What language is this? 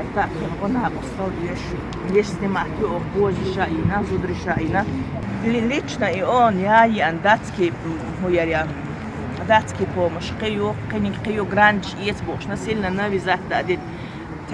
Chechen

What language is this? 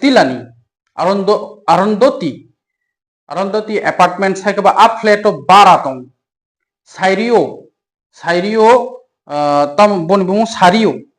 Kok Borok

